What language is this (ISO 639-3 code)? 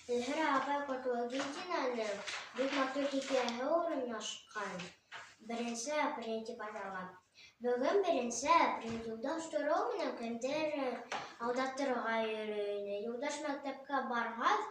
bak